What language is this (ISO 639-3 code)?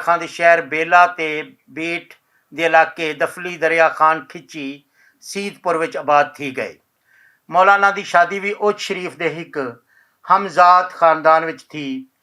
lah